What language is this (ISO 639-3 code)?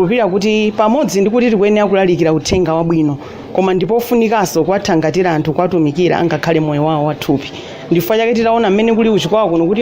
nya